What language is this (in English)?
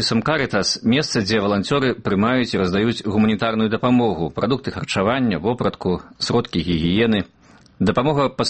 Belarusian